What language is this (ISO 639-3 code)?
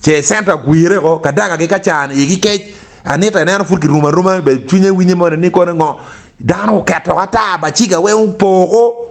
ach